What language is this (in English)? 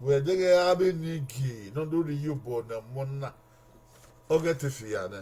Bini